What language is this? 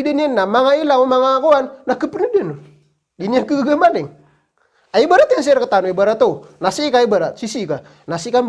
Maranao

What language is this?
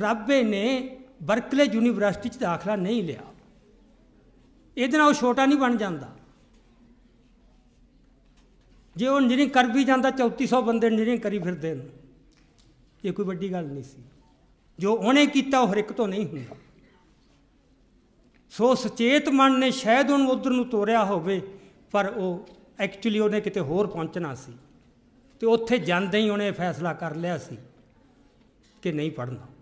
Punjabi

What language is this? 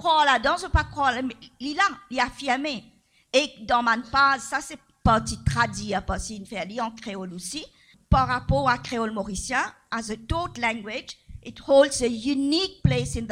Morisyen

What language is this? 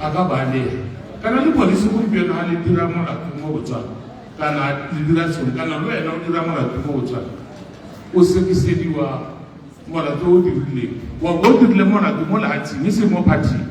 Tswana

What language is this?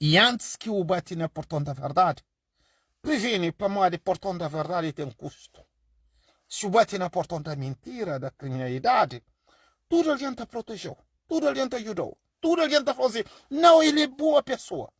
Kabuverdianu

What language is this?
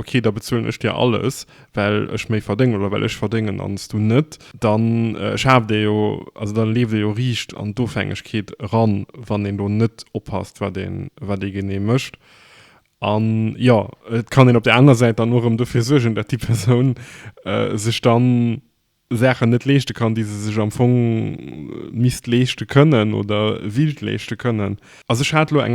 Luxembourgish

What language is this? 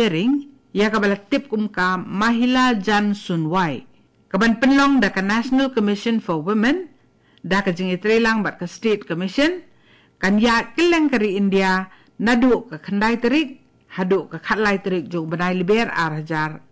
Khasi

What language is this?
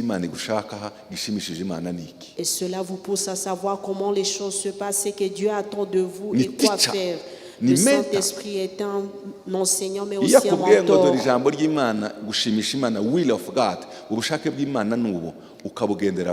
Kinyarwanda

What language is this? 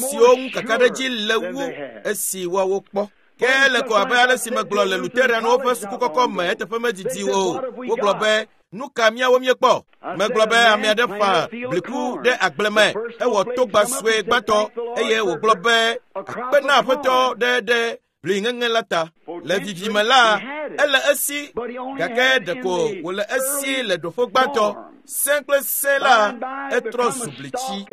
Ewe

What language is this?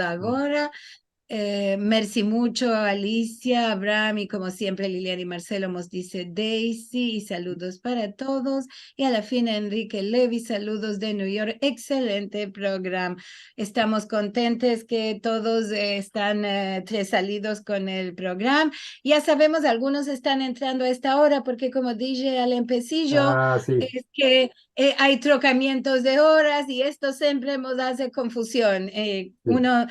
Ladino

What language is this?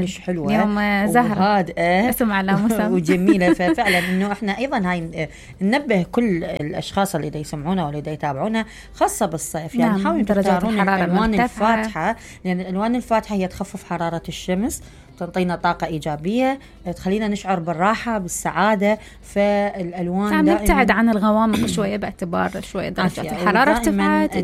Mesopotamian Arabic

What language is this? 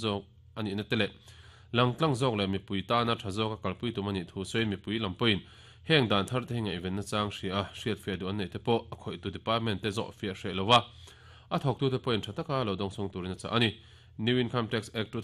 Mizo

